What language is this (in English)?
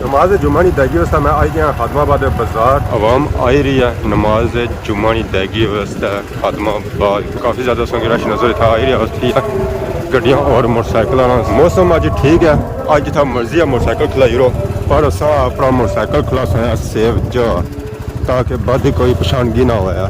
Pahari-Potwari